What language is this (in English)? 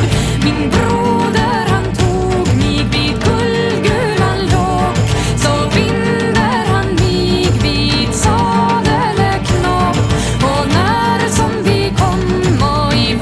Swedish